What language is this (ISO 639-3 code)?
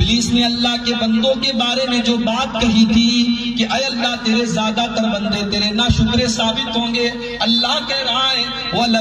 urd